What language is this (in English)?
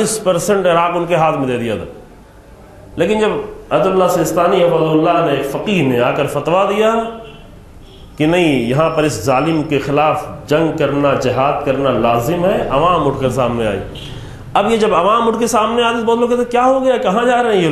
Urdu